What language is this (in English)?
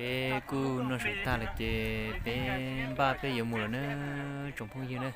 Hmong